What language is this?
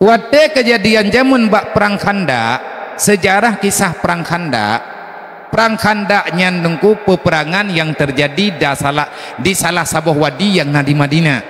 Achinese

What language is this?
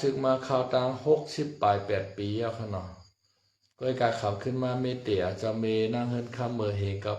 Shan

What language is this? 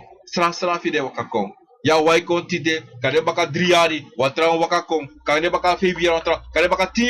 Sranan Tongo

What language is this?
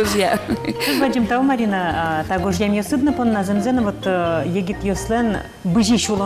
Udmurt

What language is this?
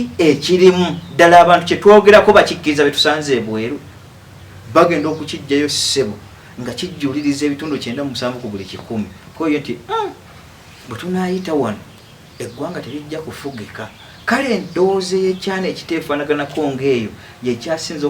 Ganda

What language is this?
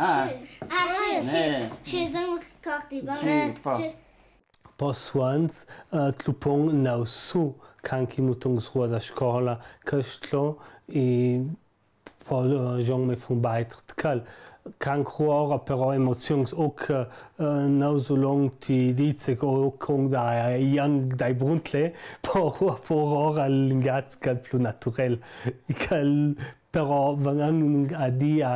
Ladin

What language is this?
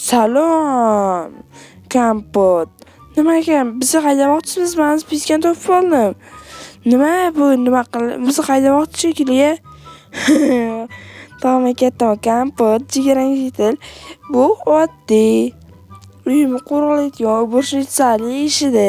Uzbek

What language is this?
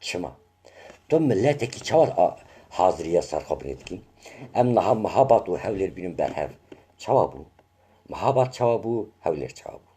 Kurdish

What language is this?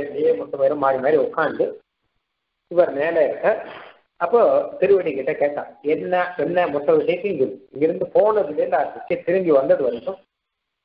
Tamil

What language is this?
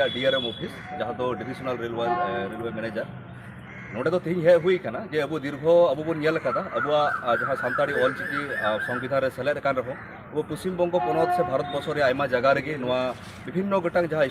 Santali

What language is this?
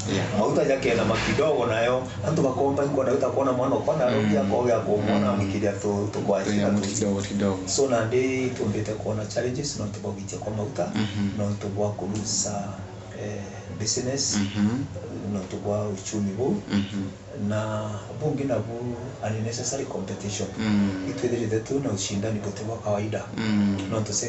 Meru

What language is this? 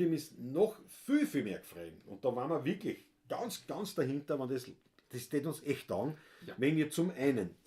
Bavarian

